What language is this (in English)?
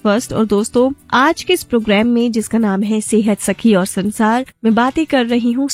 Hindi